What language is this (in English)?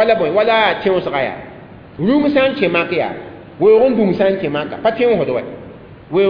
Mossi